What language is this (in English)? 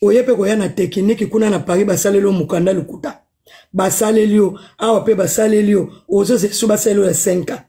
Lingala